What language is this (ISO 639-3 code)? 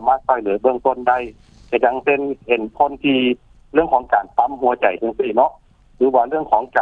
lao